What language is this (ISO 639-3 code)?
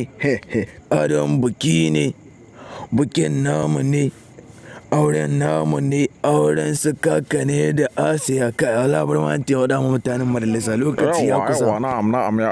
hau